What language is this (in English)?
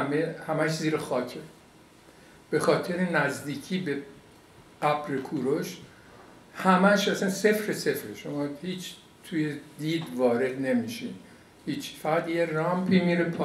Persian